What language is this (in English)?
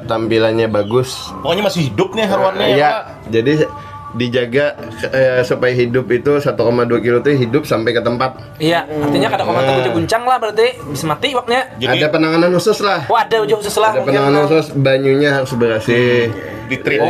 Banjar